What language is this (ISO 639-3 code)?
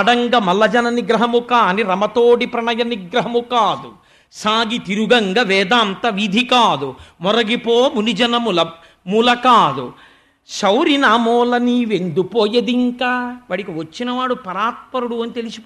tel